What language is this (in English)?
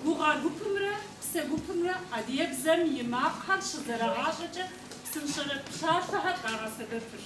Kabardian